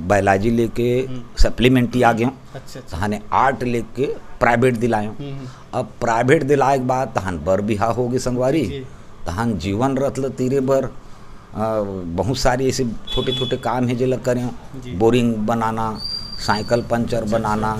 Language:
Chhattisgarhi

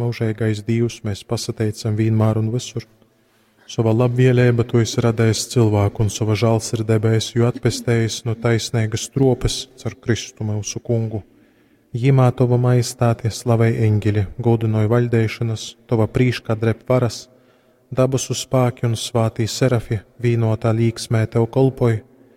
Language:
Latgalian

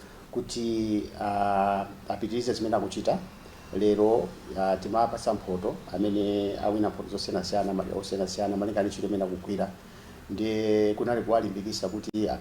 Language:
Nyanja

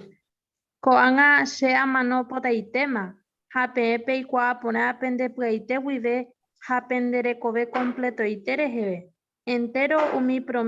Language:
Guarani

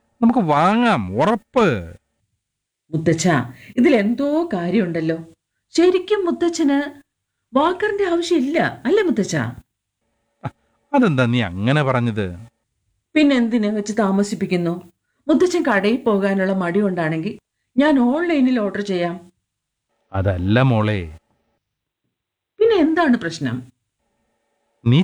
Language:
Malayalam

